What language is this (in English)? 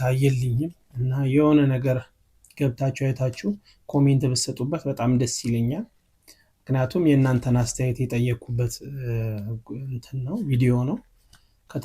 Amharic